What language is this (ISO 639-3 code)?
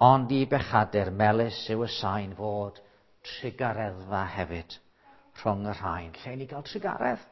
cym